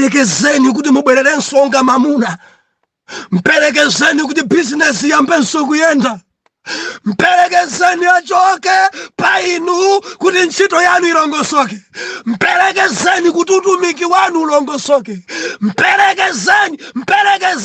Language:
Nyanja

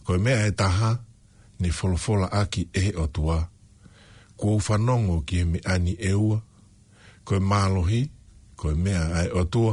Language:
Tongan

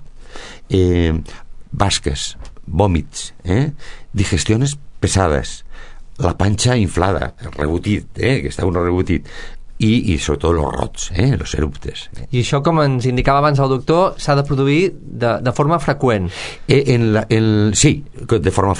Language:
Catalan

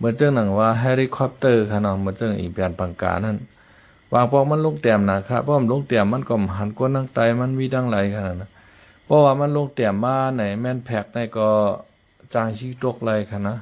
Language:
Shan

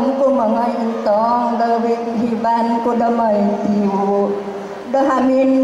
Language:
Central Dusun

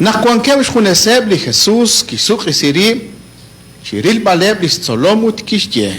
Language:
Kekchí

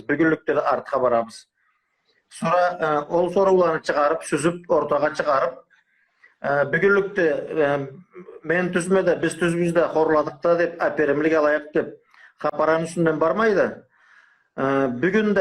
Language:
Karachay-Balkar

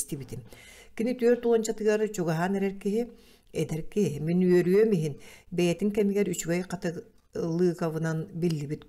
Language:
Yakut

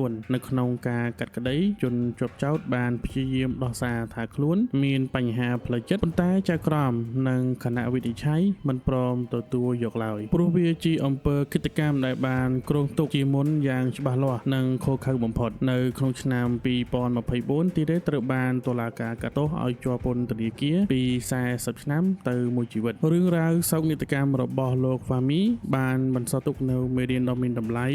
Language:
Khmer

